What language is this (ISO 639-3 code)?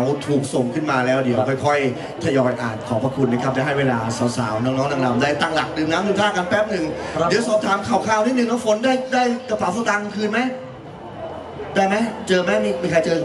tha